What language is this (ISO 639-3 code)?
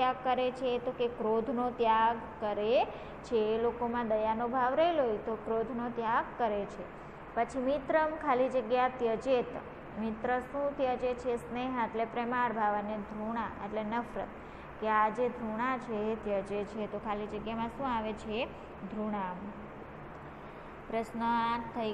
guj